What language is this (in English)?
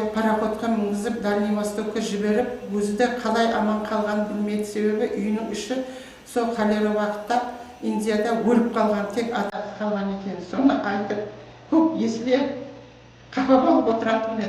Kara-Kalpak